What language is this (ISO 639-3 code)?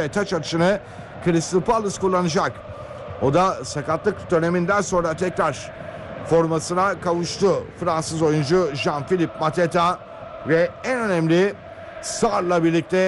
tur